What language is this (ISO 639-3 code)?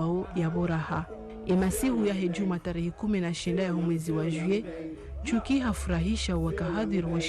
zdj